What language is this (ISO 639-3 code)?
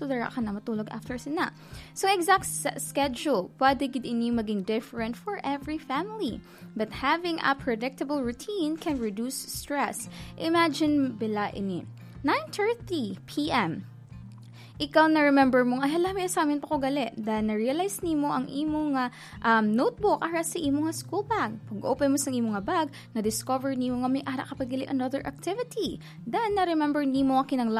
hil